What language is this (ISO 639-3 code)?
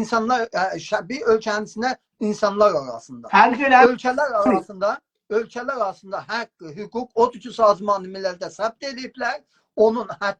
azb